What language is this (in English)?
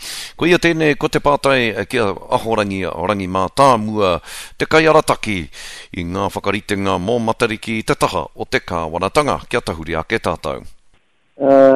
Māori